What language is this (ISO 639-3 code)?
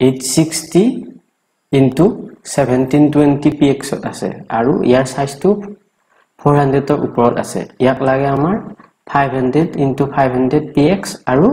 asm